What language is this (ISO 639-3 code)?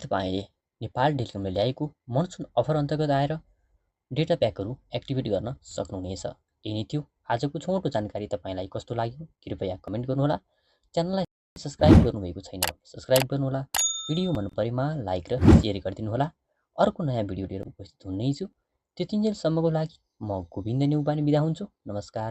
nep